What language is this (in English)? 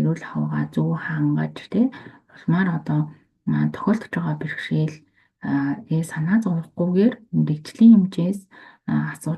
Mongolian